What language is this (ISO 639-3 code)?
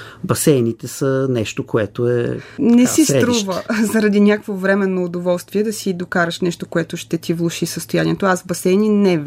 bul